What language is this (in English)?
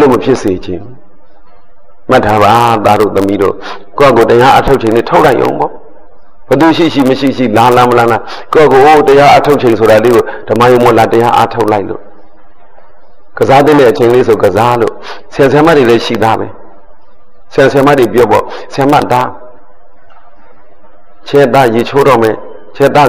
Burmese